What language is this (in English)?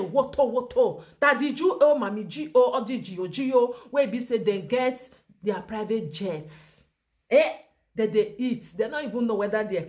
Nigerian Pidgin